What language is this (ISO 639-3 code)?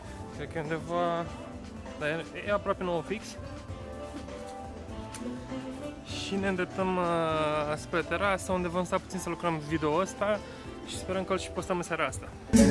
ron